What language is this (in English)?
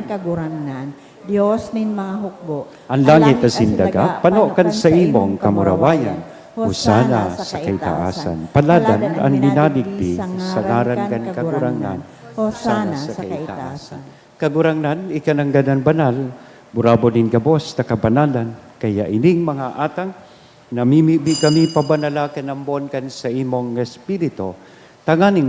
Bikol